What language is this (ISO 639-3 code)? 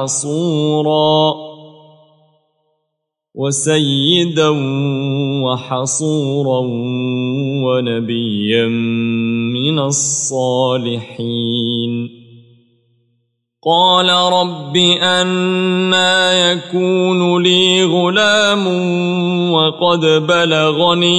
ara